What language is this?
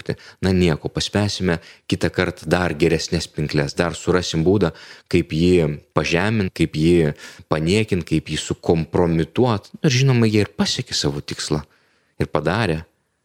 Lithuanian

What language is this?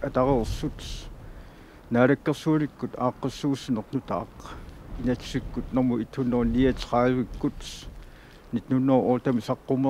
Kalaallisut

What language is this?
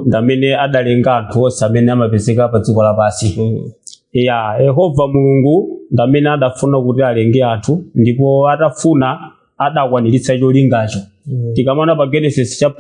Nyanja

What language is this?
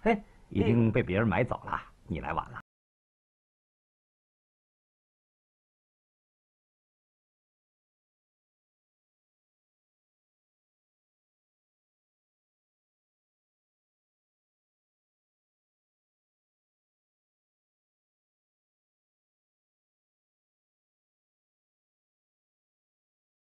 Chinese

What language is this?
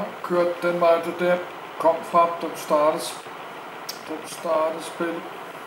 Danish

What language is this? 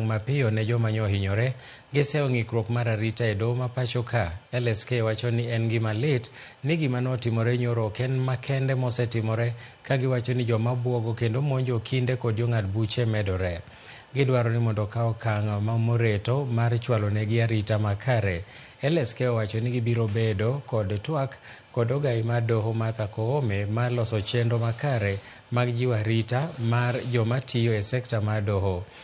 Luo (Kenya and Tanzania)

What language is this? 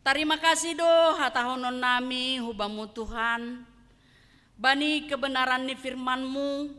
Batak Simalungun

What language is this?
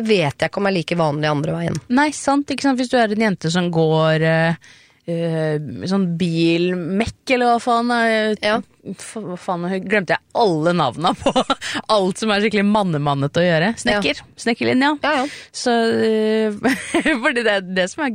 Norwegian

